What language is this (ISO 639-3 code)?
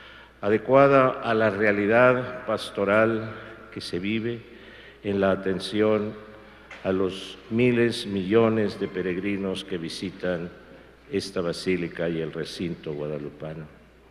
spa